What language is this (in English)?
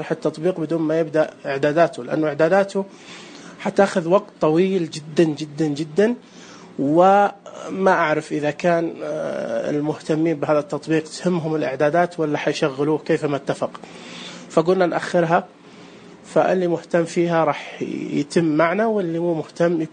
Najdi Arabic